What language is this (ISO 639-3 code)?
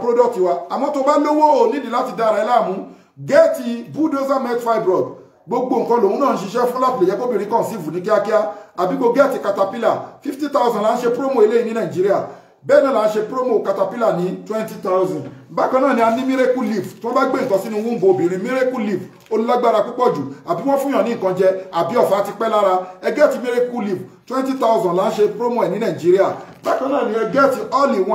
yor